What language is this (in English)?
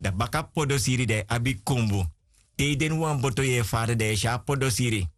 Sranan Tongo